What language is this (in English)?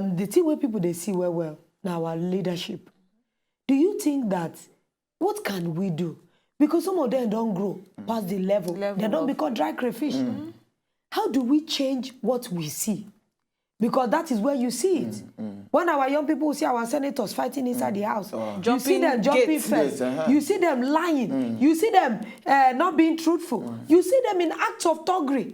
Nigerian Pidgin